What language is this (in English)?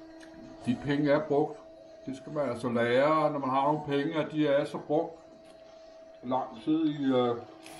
Danish